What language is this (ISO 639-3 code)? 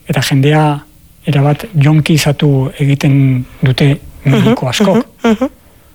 eus